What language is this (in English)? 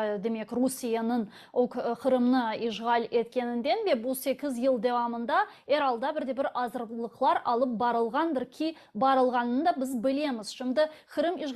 Crimean Tatar